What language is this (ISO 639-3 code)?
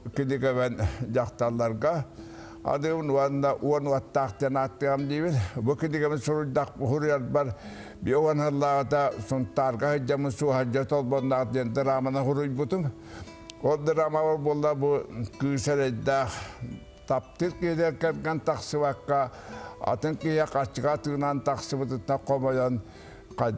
sah